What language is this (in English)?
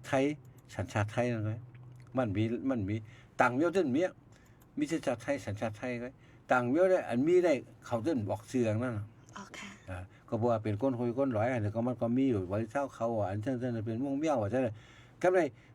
Shan